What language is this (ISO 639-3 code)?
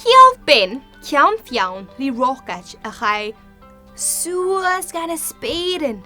gla